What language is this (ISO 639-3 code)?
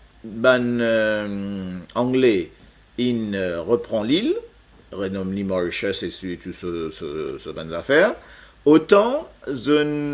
mfe